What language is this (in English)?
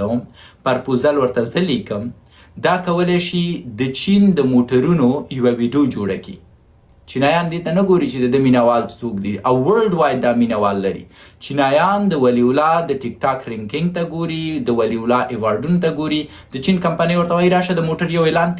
Pashto